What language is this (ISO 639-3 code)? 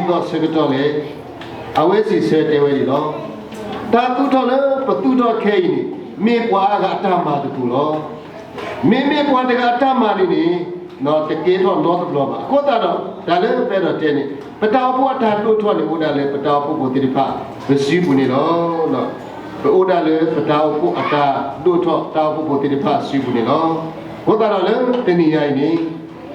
ksw